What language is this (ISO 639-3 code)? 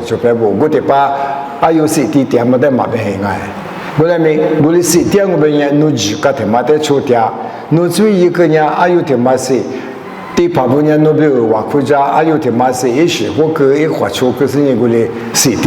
lis